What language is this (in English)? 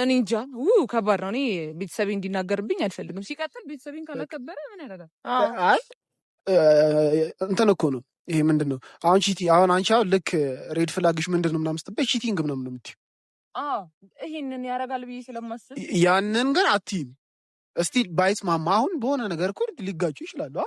Amharic